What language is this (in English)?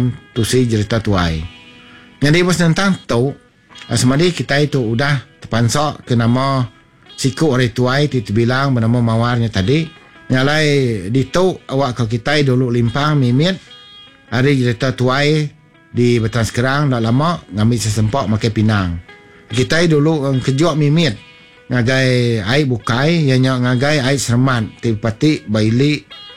Iban